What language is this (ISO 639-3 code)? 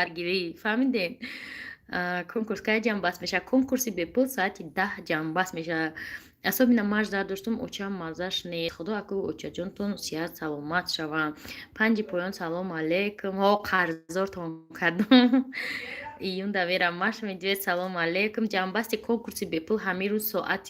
tgk